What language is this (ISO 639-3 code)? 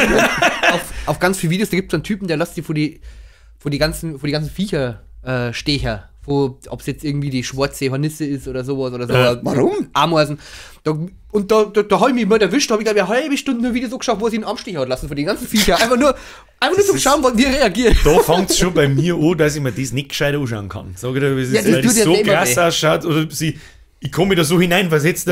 bar